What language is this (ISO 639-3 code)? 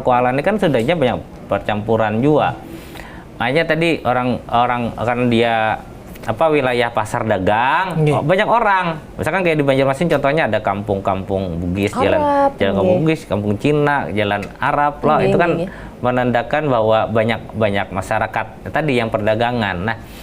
bjn